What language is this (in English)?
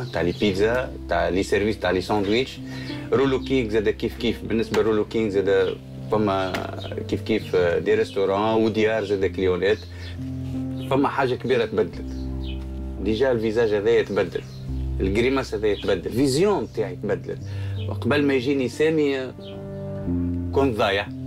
Tunisian Arabic